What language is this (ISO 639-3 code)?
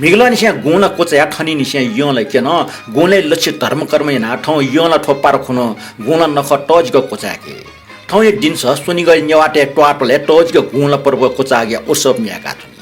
new